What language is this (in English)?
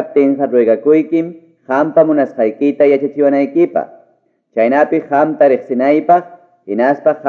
Quechua